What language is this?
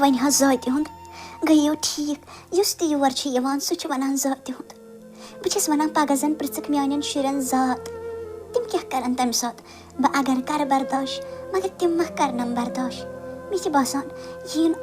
Kashmiri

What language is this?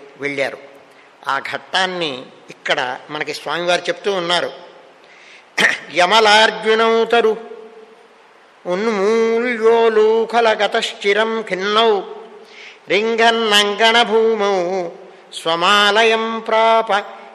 Telugu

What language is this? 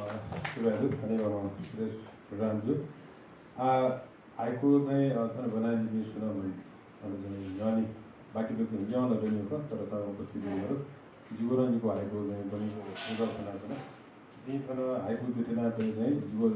Newari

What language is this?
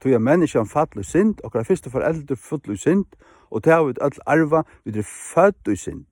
Faroese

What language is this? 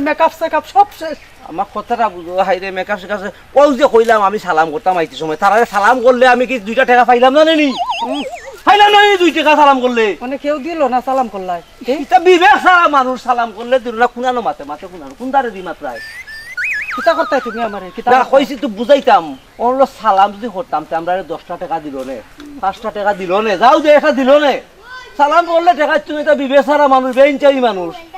Sylheti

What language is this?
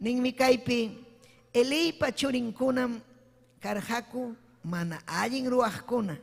Ayacucho Quechua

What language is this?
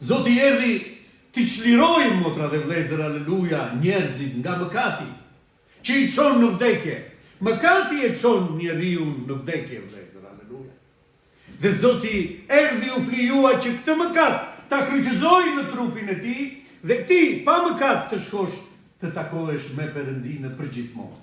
Albanian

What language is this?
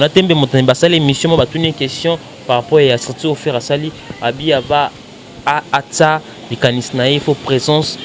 Lingala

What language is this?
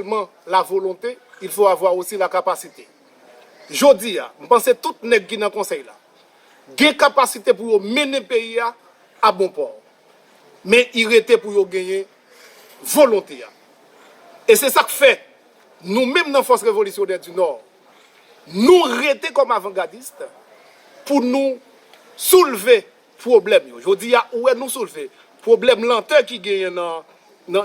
Haitian Creole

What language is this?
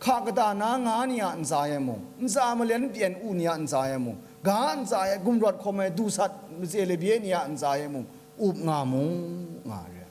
Kachin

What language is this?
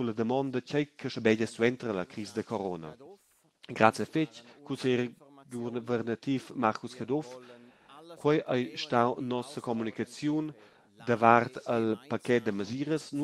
Romansh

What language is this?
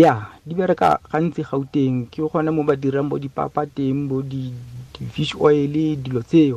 Tswana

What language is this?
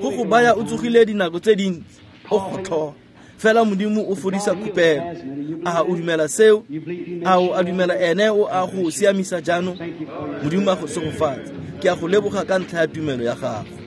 Tswana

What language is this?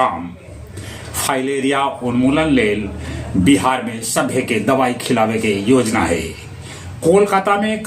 Magahi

